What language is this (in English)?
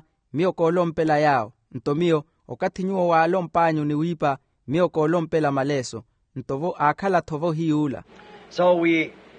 Makhuwa